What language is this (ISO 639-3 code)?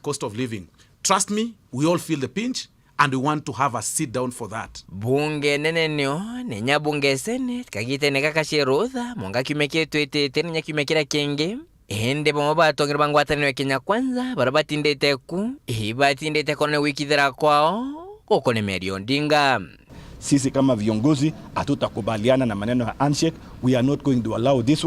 mer